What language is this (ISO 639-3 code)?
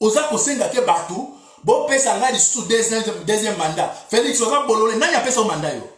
lin